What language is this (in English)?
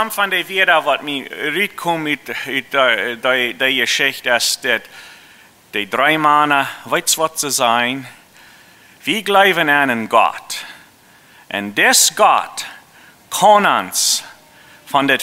Plautdietsch